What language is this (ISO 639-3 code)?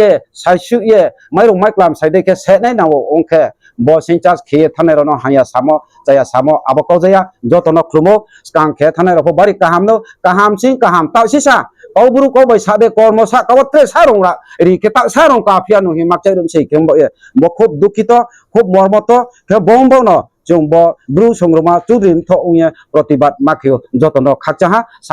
ria